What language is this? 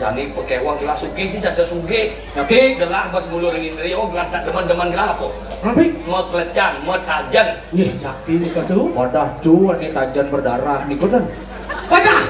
Balinese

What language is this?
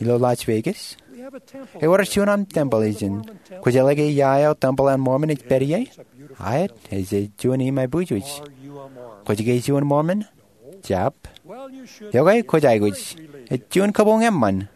Marshallese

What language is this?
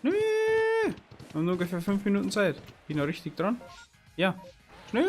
Bavarian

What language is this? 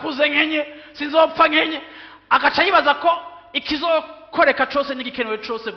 Rundi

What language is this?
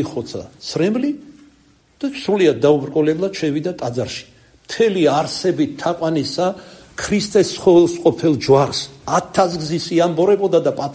Georgian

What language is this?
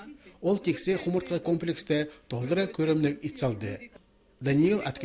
Khakas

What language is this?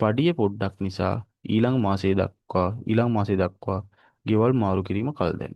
Sinhala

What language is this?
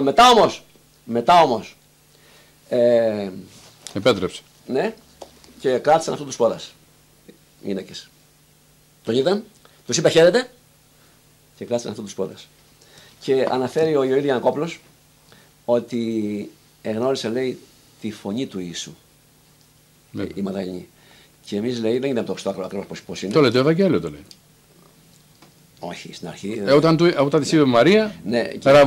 Greek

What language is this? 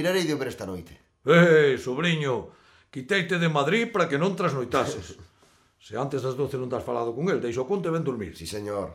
Galician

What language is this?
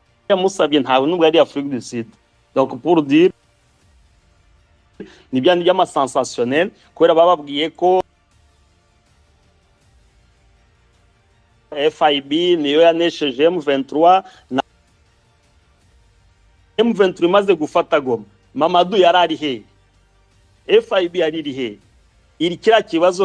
Kinyarwanda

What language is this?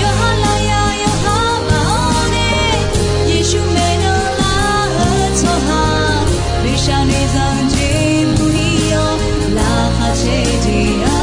Akha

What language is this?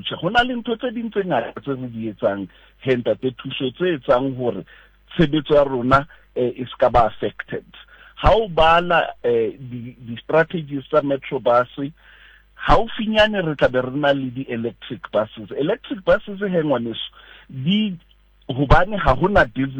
Southern Sotho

